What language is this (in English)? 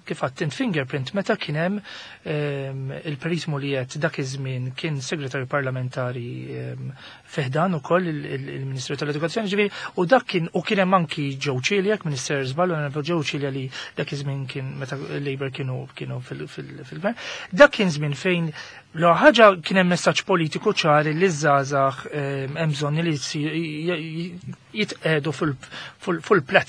Maltese